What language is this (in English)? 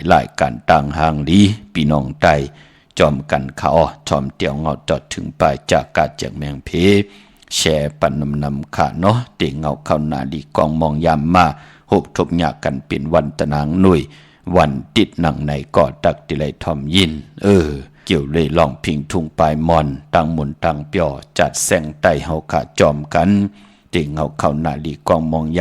Shan